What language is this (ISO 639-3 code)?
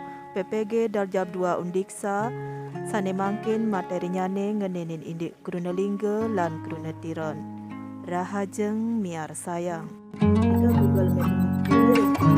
ban